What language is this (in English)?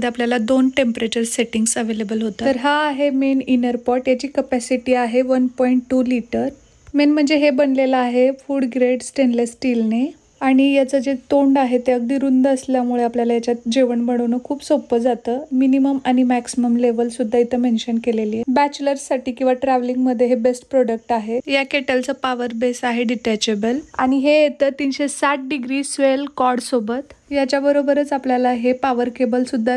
Marathi